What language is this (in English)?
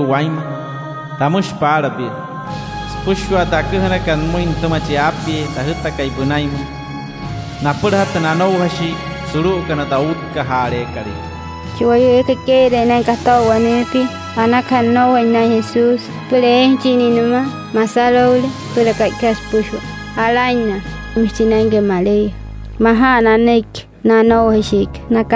Wayuu